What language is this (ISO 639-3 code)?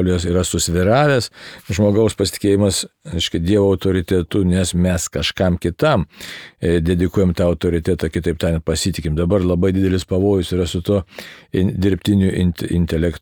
lit